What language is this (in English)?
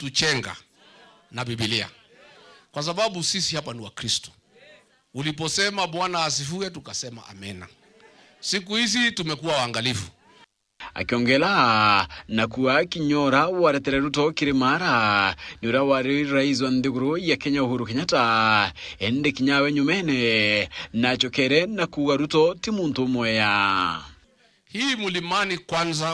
Meru